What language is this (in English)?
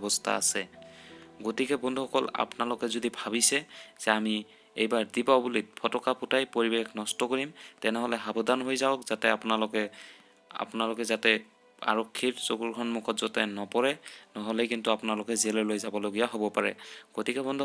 Assamese